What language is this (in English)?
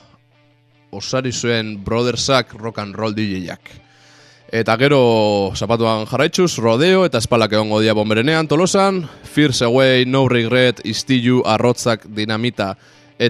Basque